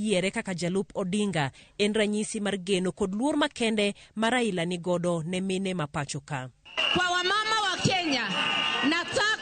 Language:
Luo (Kenya and Tanzania)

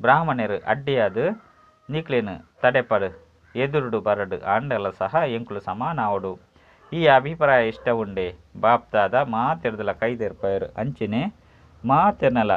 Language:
Tulu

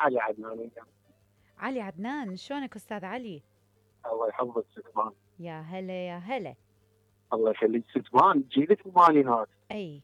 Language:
Mesopotamian Arabic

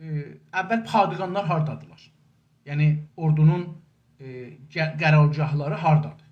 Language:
South Azerbaijani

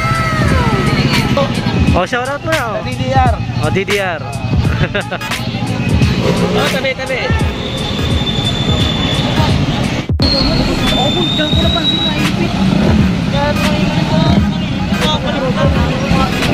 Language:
Filipino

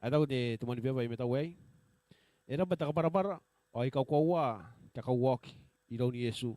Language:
Gilbertese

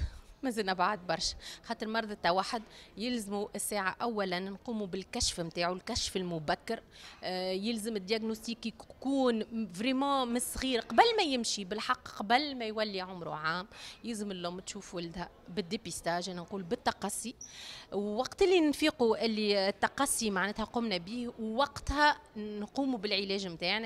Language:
Tunisian Arabic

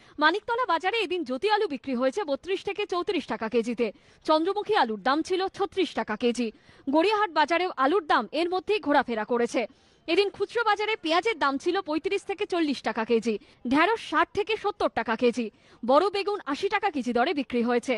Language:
Bangla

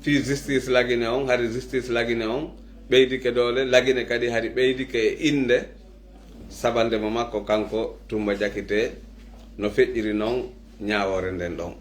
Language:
Pular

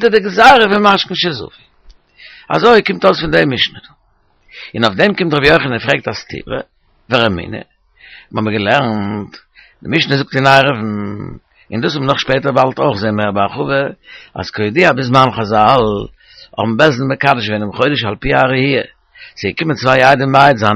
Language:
Yiddish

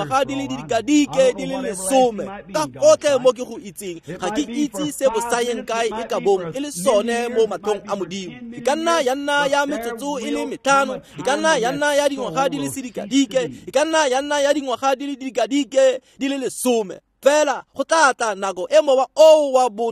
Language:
Tswana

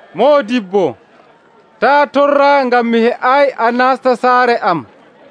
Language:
Nigerian Fulfulde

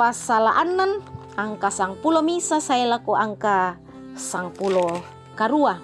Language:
Toraja-Sa'dan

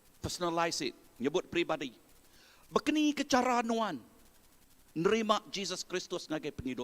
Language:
Iban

